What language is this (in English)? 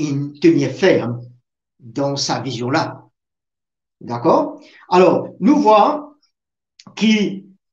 Morisyen